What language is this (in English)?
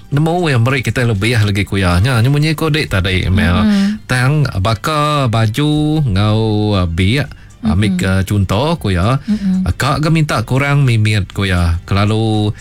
Iban